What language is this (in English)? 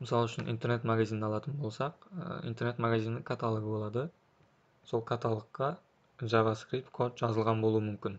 Kara-Kalpak